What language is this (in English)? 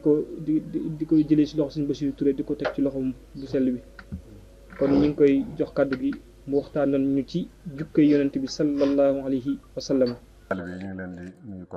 Wolof